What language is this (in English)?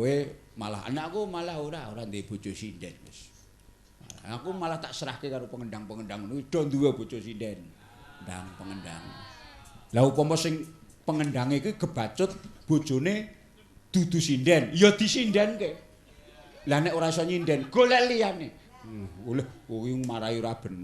Javanese